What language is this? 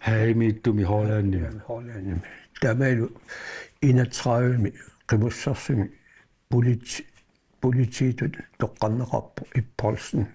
Kalaallisut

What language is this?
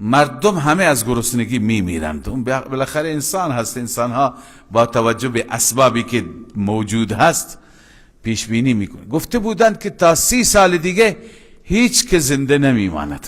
Persian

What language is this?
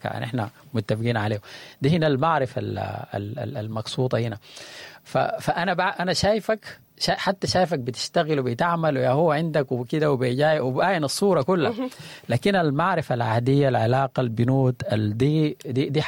Sudanese Arabic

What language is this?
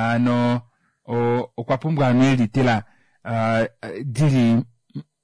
Kuanyama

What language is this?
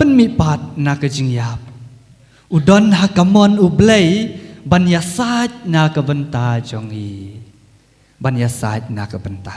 Khasi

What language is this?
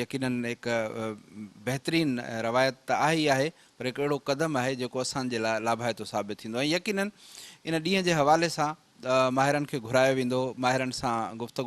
Sindhi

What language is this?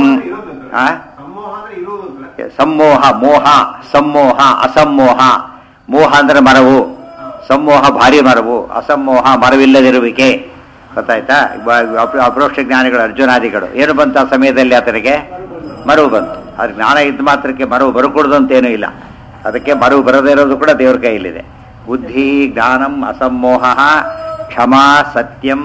Kannada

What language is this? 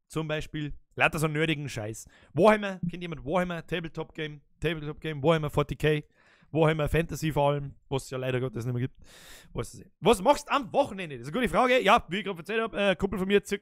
Bavarian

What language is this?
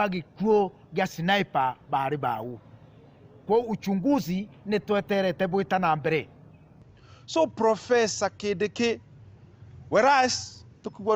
Meru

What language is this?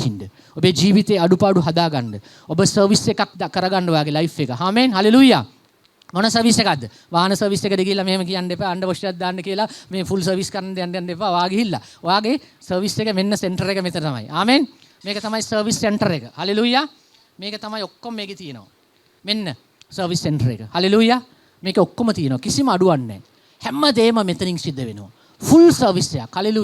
Sinhala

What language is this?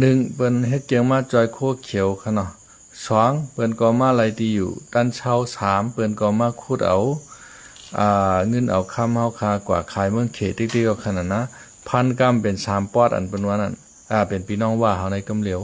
Shan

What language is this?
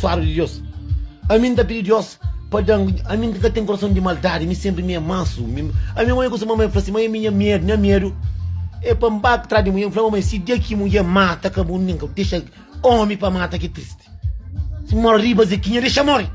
Kabuverdianu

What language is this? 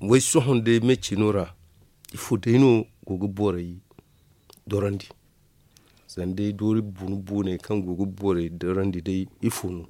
Zarma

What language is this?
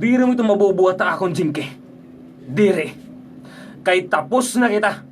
Waray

